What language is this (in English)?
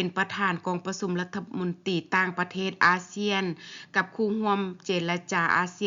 Lao